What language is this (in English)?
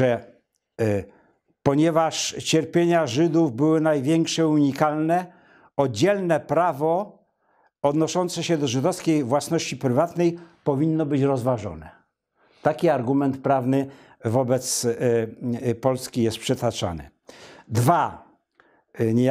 Polish